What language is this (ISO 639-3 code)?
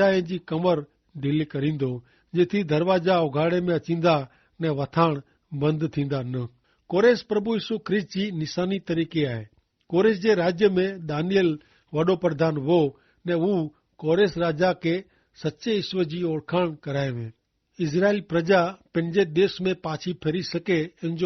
kfr